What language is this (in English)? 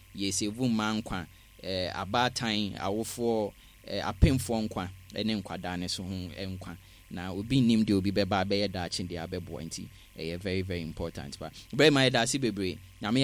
Akan